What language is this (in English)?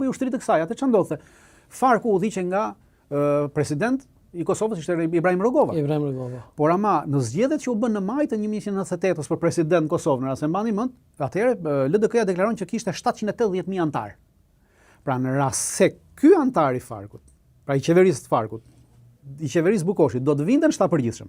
Albanian